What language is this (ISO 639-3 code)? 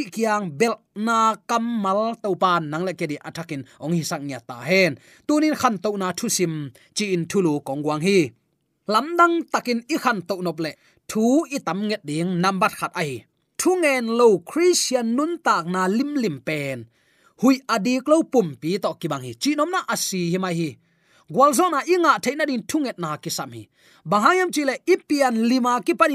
ctd